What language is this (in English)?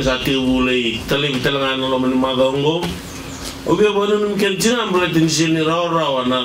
Fijian